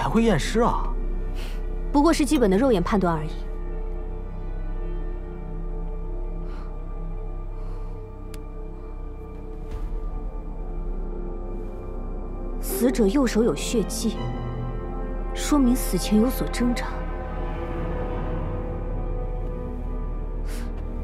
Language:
Chinese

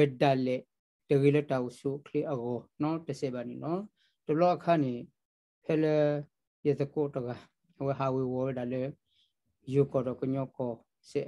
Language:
S'gaw Karen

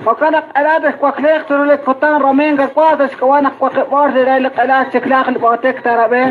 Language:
Kekchí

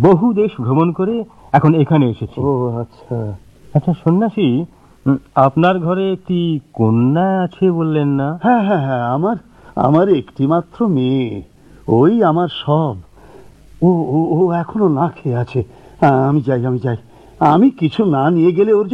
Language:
Bangla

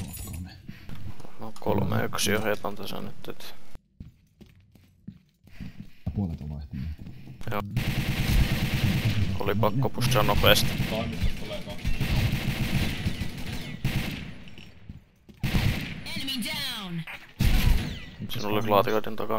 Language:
Finnish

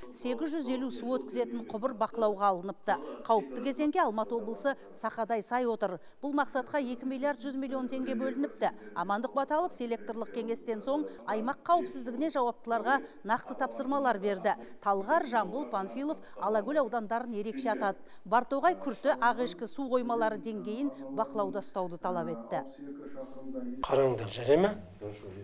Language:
Kazakh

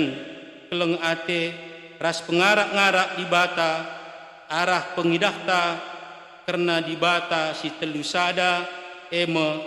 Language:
Batak Karo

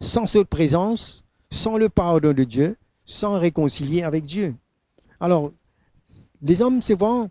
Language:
Morisyen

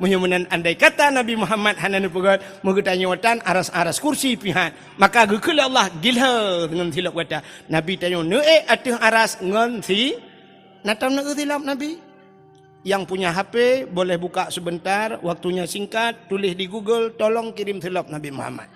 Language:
Achinese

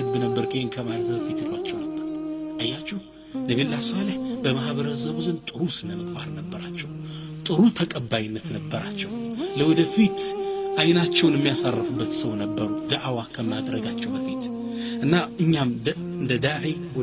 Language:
Amharic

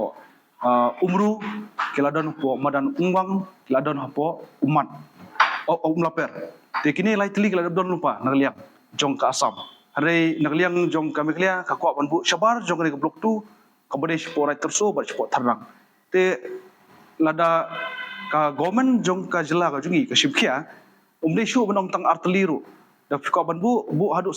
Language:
Khasi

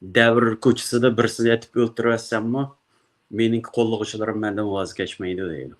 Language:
Uyghur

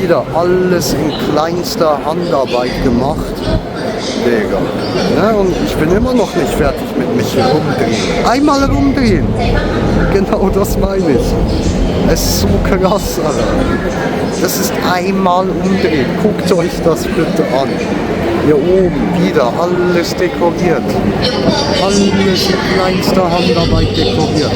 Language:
Swiss German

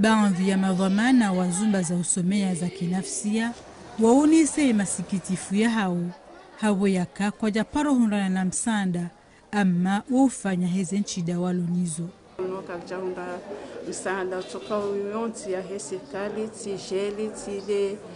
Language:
Ngazidja Comorian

